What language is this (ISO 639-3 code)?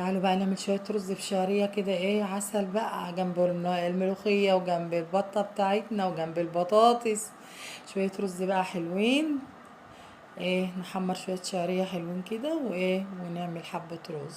arz